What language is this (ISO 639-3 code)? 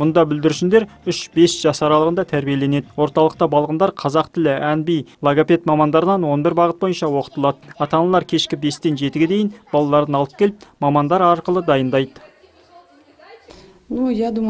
kaz